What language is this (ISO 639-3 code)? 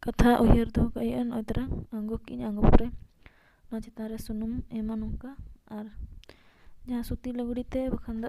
sat